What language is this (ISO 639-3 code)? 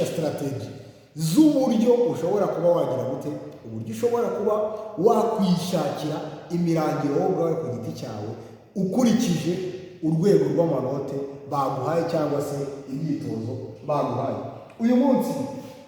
kin